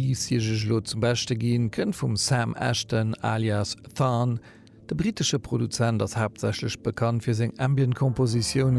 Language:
Luxembourgish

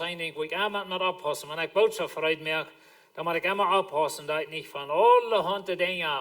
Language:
Plautdietsch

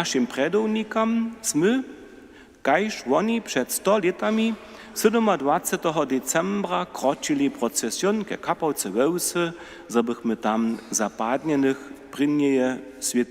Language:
Upper Sorbian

